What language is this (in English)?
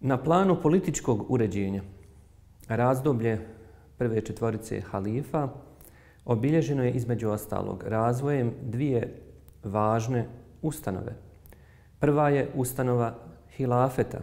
Bosnian